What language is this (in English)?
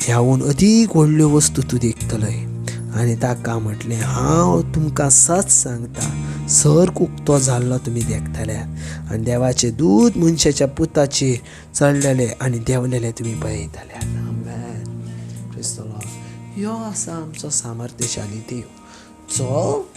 Konkani